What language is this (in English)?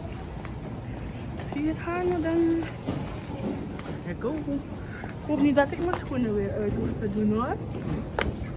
Dutch